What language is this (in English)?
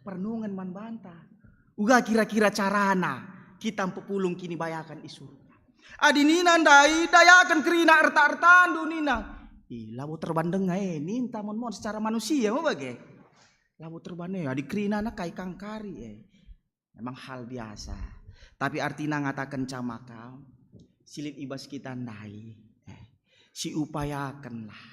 Batak Karo